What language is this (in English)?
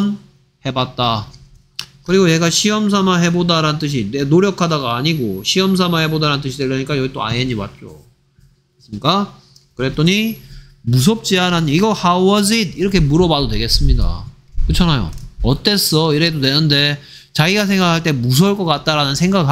Korean